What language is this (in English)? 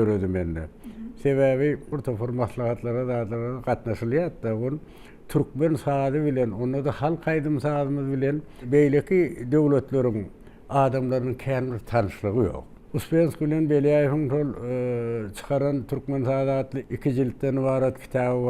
Turkmen